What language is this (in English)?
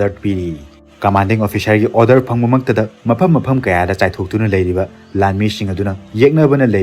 Manipuri